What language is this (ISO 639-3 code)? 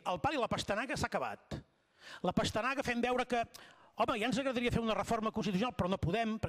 cat